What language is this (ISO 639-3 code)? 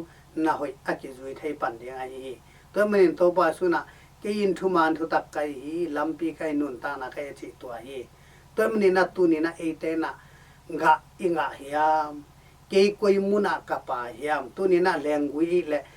ctd